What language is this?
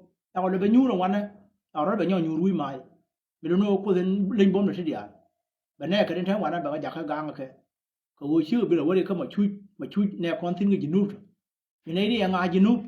Nuer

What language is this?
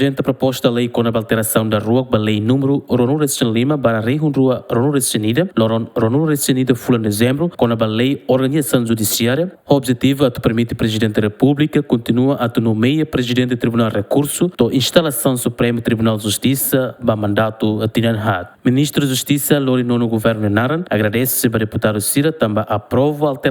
Tetum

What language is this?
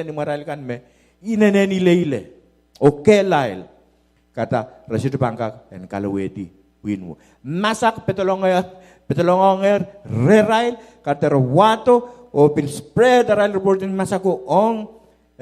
Pohnpeian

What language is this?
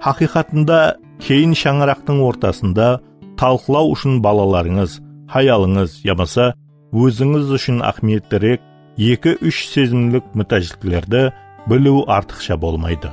Kara-Kalpak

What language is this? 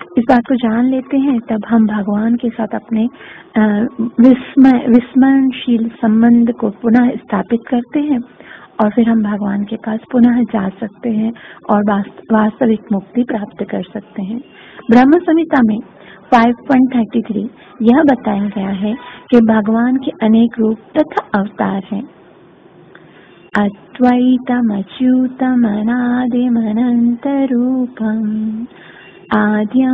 Hindi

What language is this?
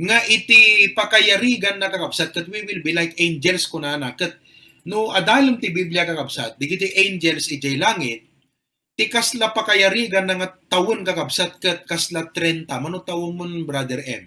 Iloko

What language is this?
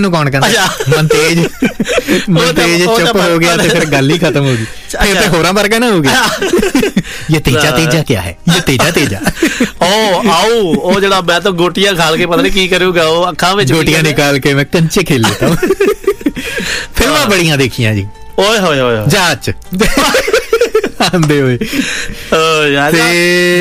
Punjabi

